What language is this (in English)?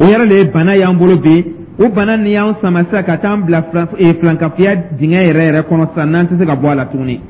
Dyula